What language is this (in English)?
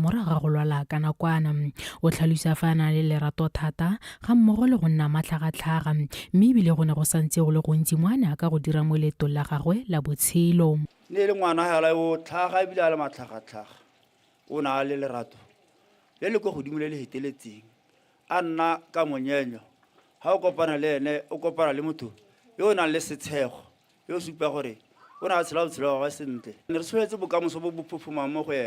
Tswana